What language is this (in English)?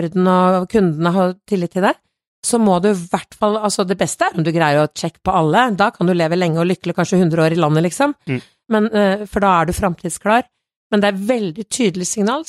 Norwegian